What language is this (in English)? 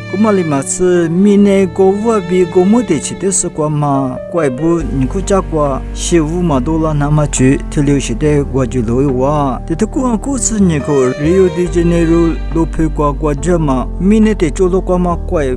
Lisu